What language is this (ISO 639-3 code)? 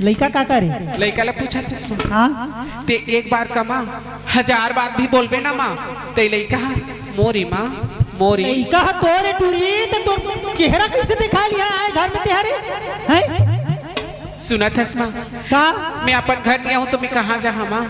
hne